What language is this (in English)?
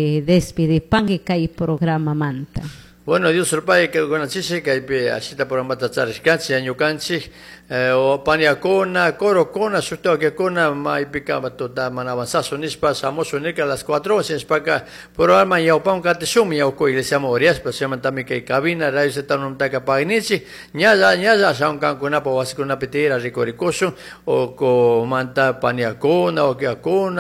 Chimborazo Highland Quichua